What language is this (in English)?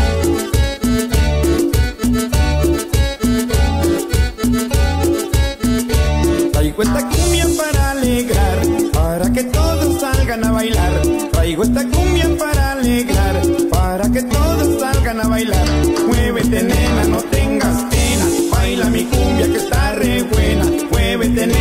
Spanish